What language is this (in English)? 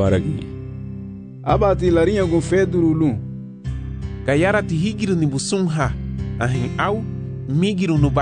Garifuna